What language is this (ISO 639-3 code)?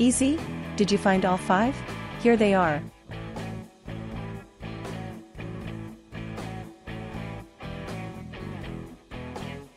eng